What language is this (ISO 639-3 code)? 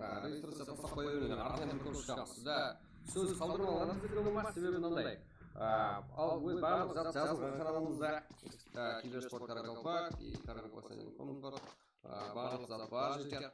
kaa